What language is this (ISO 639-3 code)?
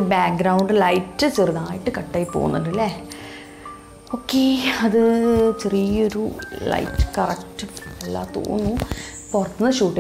mal